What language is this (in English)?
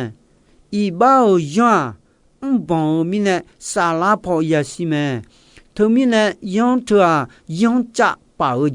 Akha